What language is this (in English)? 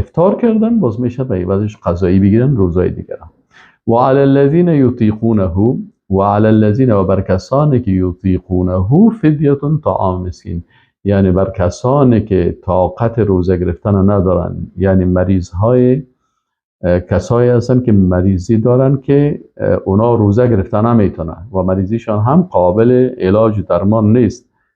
Persian